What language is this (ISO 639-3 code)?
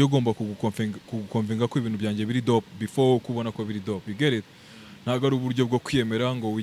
kin